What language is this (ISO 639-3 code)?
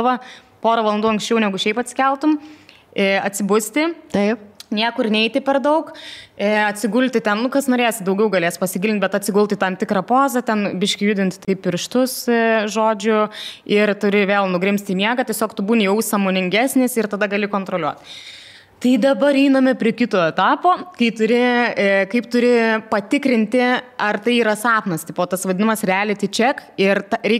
lit